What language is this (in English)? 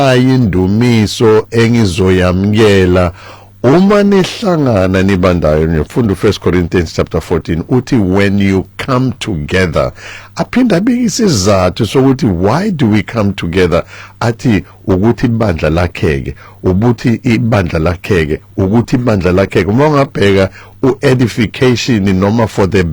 Zulu